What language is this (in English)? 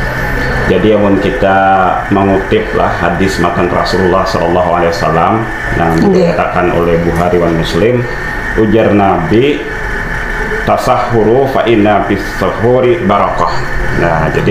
Banjar